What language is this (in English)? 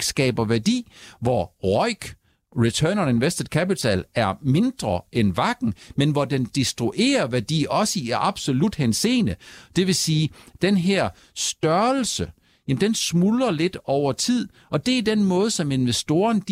Danish